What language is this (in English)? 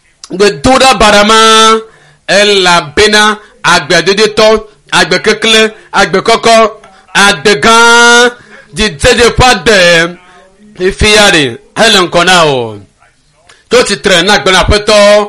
Ewe